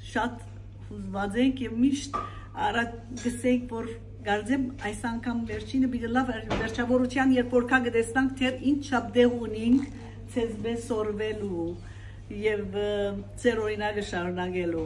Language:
Western Armenian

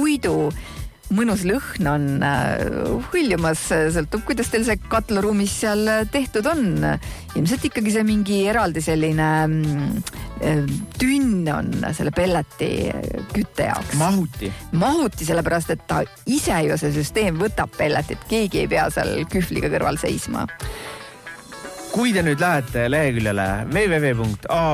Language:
Estonian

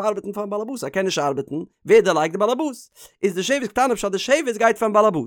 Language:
Yiddish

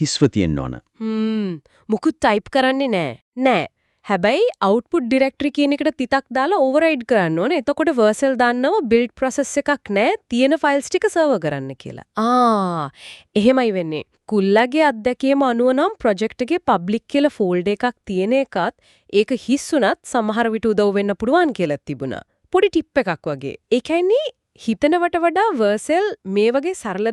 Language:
Sinhala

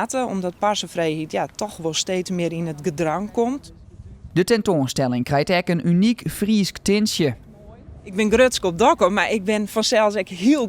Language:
Western Frisian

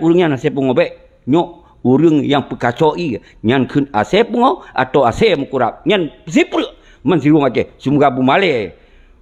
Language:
Achinese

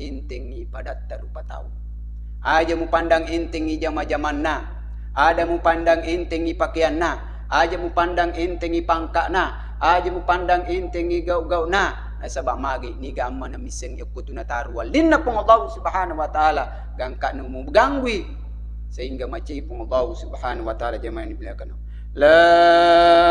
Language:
Buginese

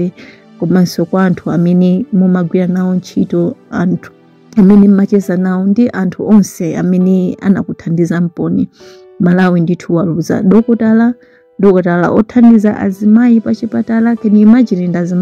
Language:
Nyanja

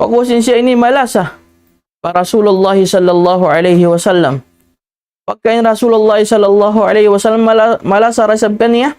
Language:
Tausug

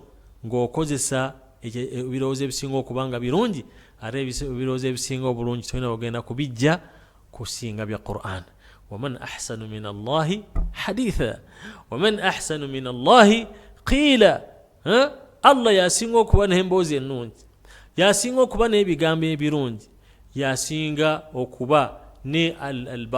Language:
Ganda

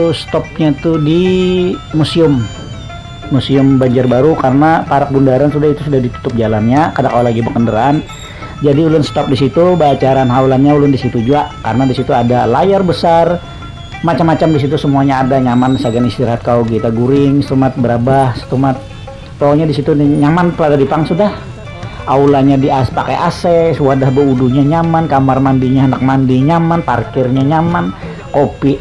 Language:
Banjar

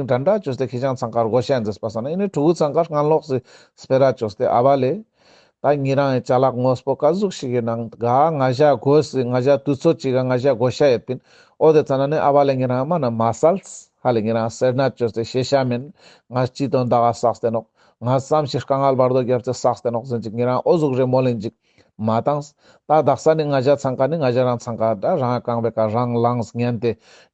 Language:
Ladakhi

